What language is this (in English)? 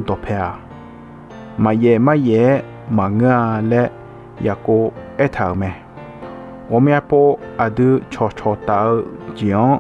Akha